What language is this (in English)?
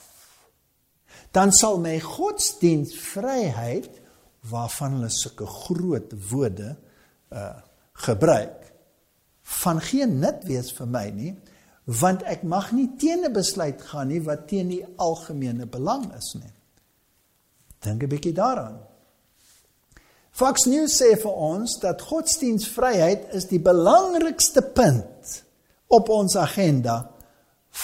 Afrikaans